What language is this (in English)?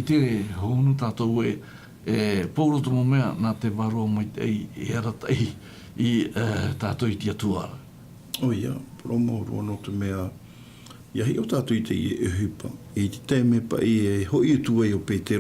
Tahitian